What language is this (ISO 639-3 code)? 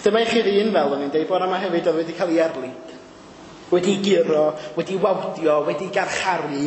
cym